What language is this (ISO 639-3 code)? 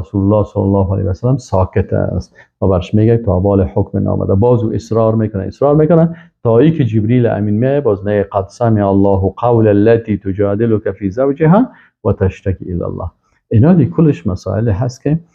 fas